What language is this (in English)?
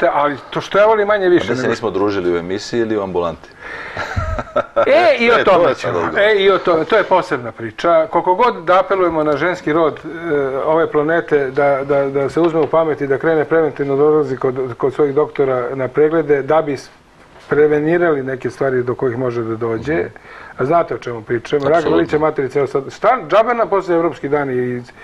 Serbian